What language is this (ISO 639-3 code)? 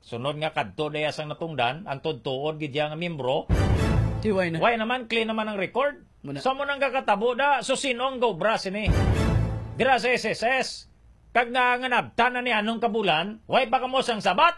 hil